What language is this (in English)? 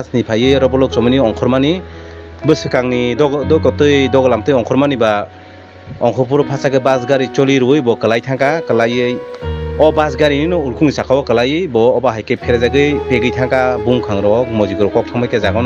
Kok Borok